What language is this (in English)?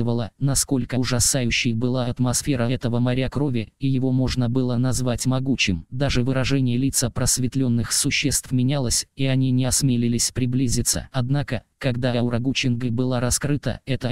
Russian